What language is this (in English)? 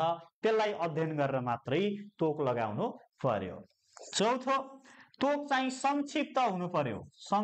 Nepali